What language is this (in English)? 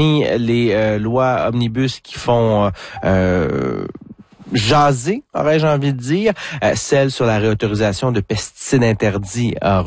French